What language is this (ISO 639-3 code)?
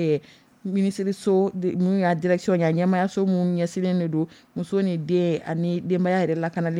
dyu